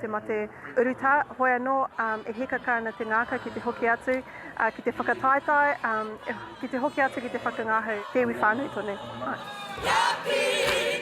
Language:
Māori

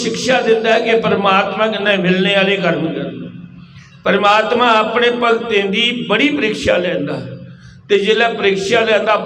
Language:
Dogri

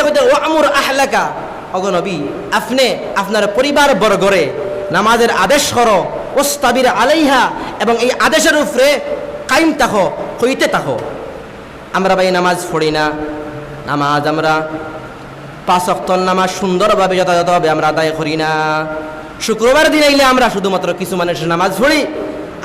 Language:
Sylheti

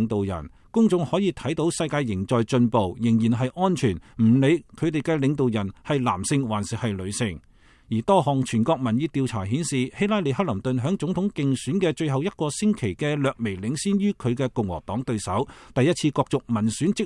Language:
Cantonese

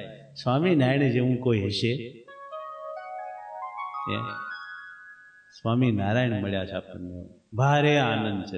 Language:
Gujarati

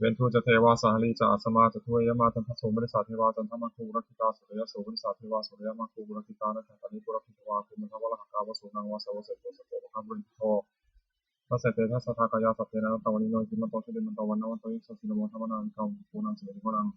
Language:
Pali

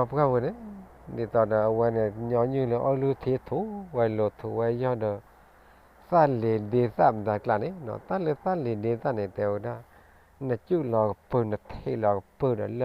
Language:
S'gaw Karen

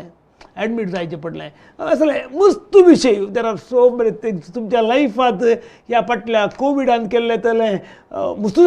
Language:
Konkani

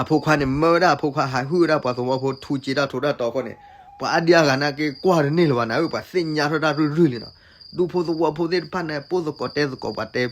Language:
S'gaw Karen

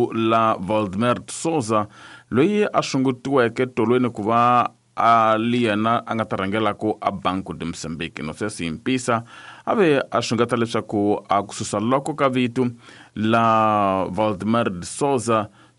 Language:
Tsonga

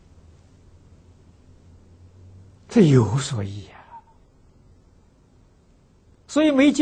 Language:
Chinese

